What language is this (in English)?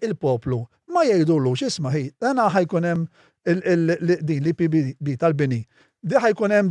Maltese